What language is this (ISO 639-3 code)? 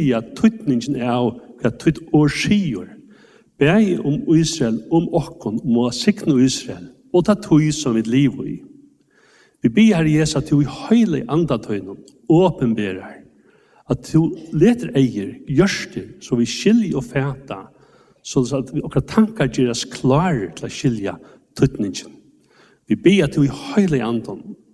nor